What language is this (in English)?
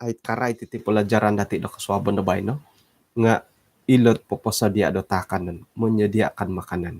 Central Dusun